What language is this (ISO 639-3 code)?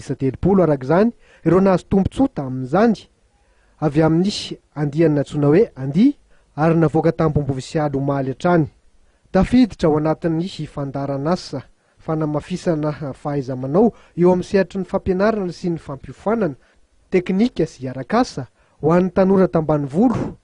mlg